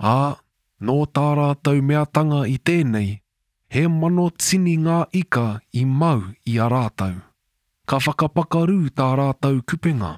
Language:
Māori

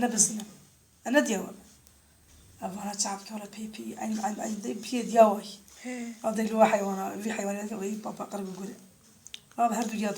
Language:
Kurdish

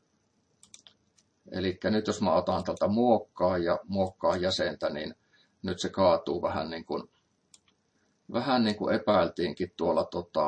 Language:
Finnish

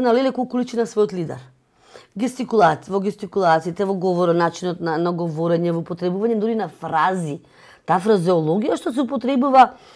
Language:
Macedonian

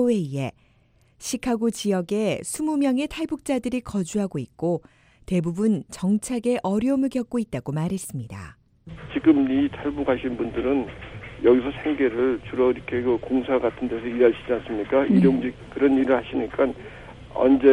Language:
Korean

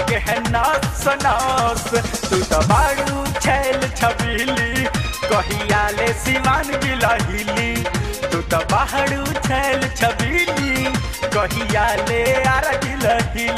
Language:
Bhojpuri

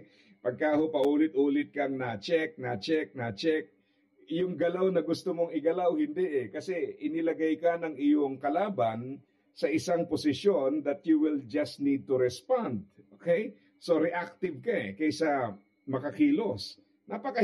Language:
Filipino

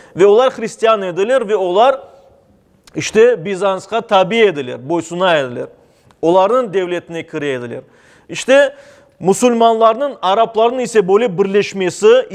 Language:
Crimean Tatar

